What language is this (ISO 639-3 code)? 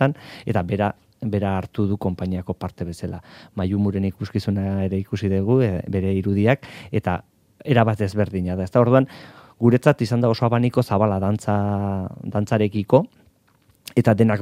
eus